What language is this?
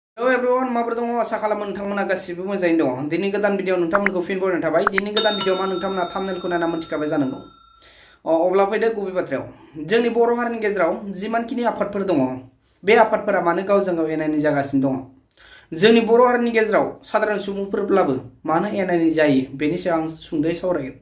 Bodo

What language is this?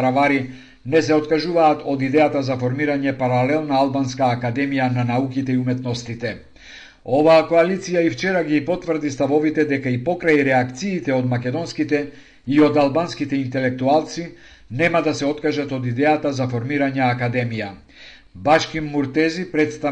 Macedonian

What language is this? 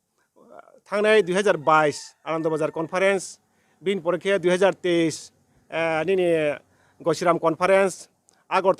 Riang (India)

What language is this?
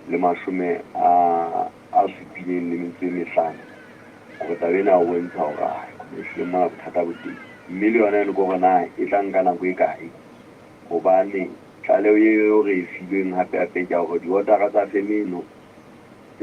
Southern Sotho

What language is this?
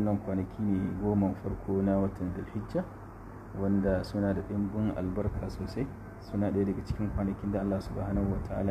Hausa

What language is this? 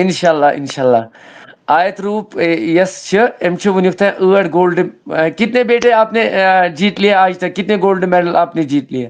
Kashmiri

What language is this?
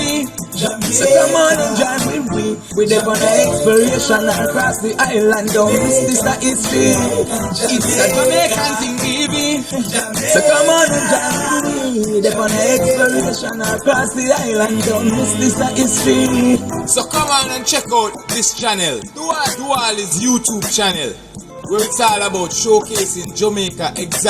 Jamaican Creole English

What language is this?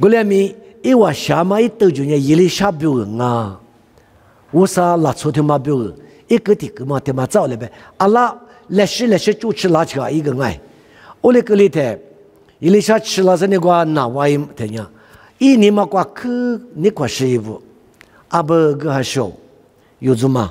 Lisu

